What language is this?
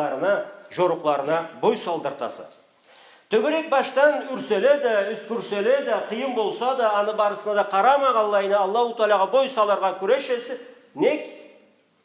Karachay-Balkar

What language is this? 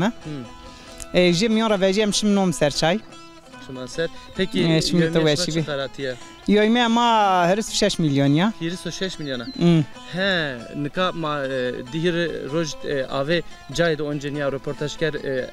Zaza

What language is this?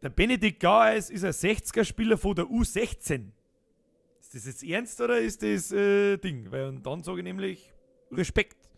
Bavarian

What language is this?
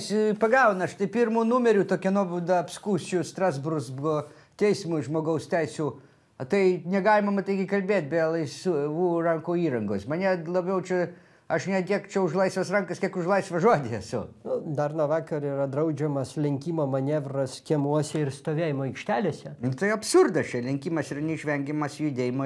Lithuanian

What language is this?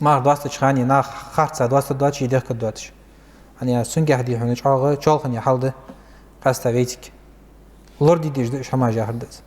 Ingush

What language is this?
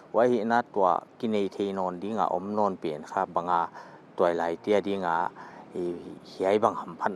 Paite Chin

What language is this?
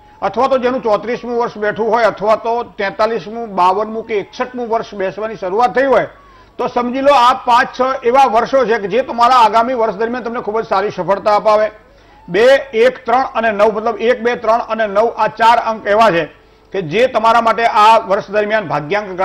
Gujarati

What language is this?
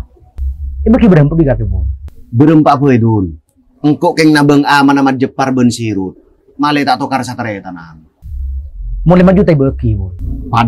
Madurese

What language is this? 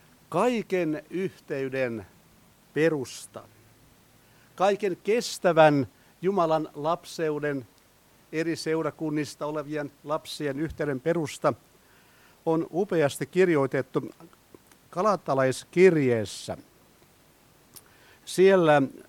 Finnish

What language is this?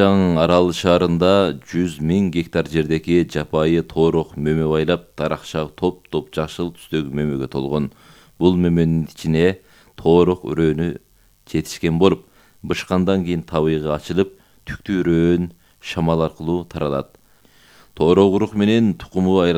Kyrgyz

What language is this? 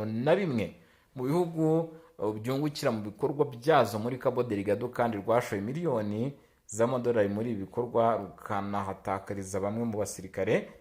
Kinyarwanda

